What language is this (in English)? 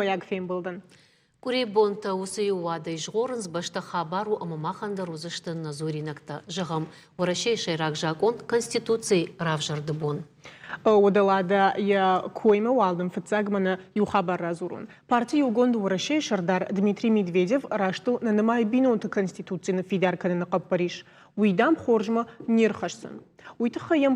Ossetic